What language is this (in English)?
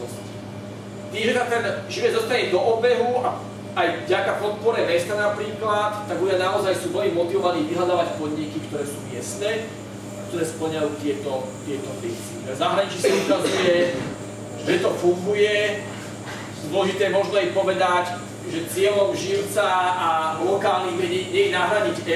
Slovak